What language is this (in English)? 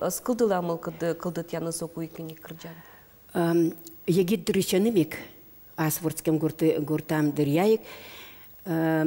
Udmurt